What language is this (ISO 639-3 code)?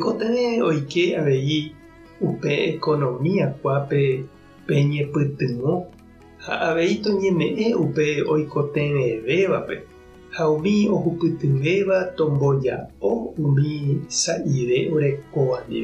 grn